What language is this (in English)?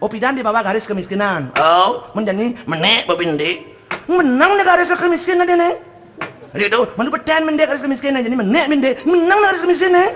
Balinese